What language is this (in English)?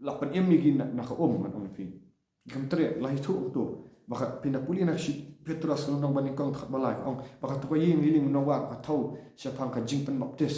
Khasi